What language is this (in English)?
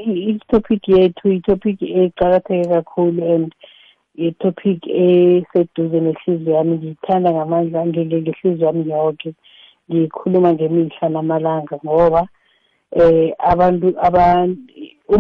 South Ndebele